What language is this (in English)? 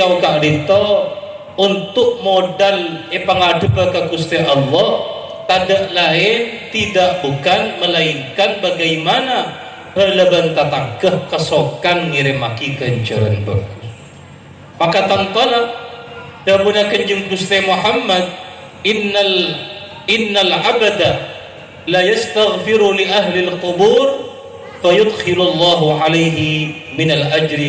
Madurese